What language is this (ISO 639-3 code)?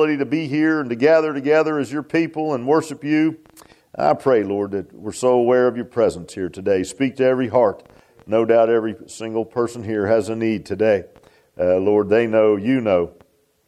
eng